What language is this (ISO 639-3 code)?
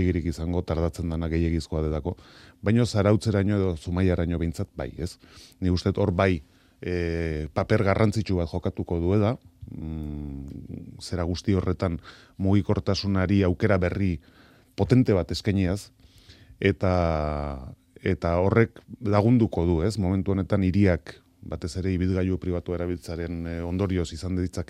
eus